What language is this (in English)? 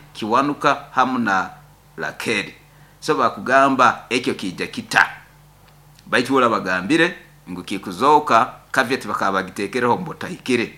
Nyoro